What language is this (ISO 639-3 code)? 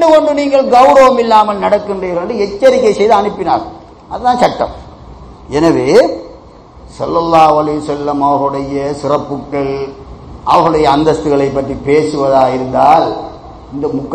tam